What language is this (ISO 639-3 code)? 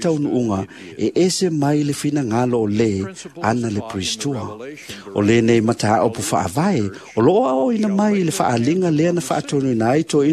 smo